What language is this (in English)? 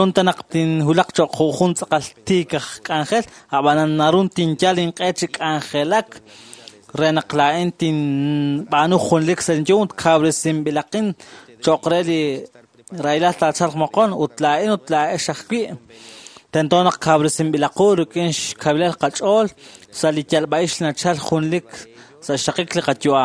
Kekchí